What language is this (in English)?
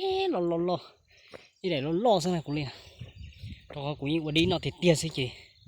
Hmong